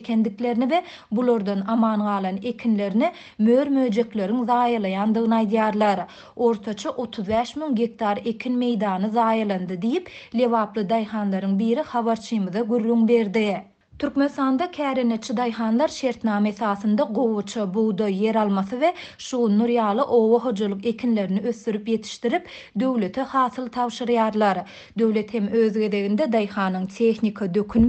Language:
Turkmen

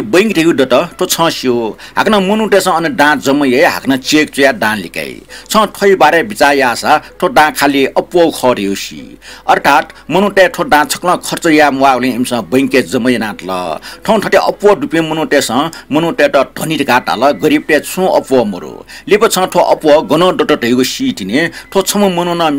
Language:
Newari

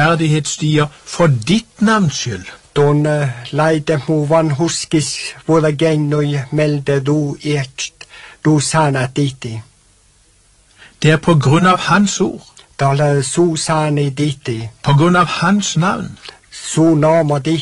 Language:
Norwegian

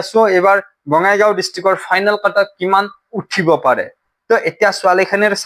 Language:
Assamese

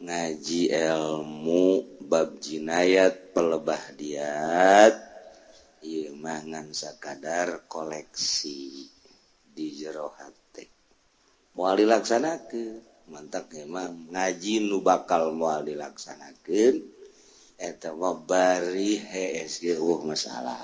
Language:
Sundanese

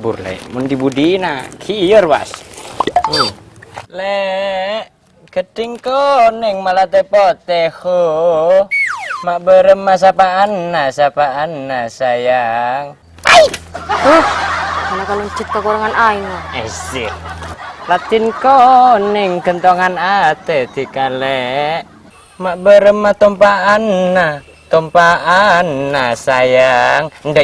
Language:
Madurese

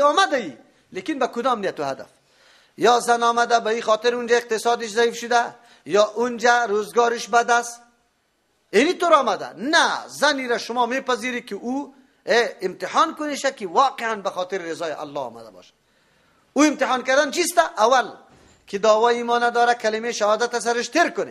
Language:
Persian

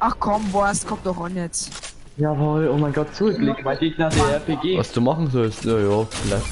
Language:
Bavarian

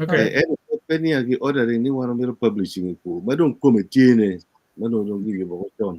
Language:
Acoli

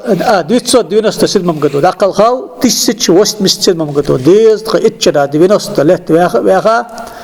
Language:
Ingush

